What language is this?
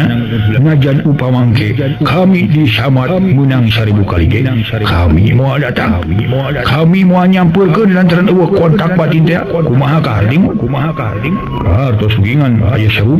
Sundanese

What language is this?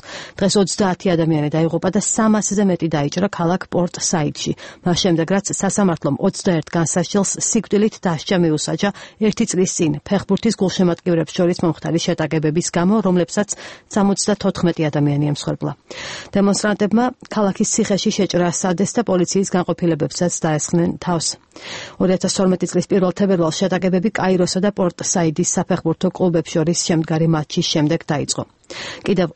Georgian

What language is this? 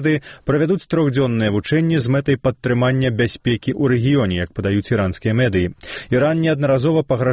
Belarusian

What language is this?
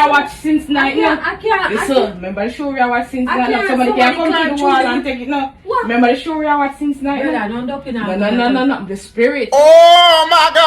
Jamaican Creole English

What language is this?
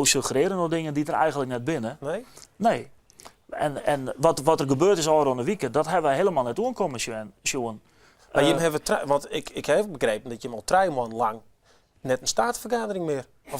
Western Frisian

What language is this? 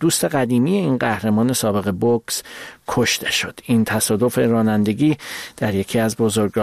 Persian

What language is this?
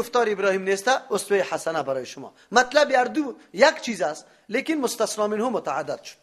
Persian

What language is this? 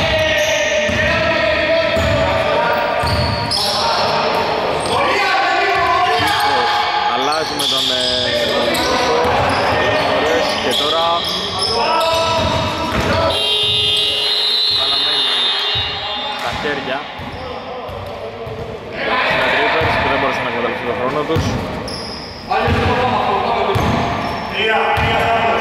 Greek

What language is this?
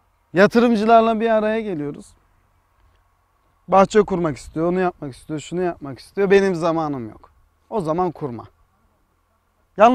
Turkish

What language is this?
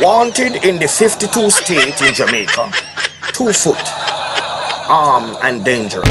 Jamaican Creole English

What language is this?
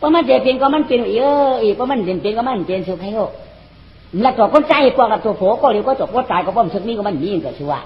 Shan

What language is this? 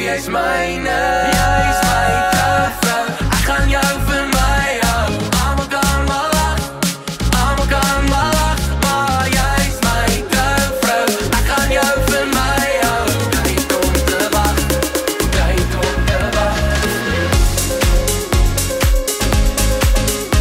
Afrikaans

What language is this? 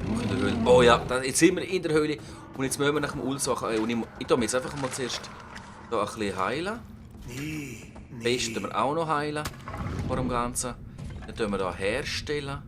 Swiss German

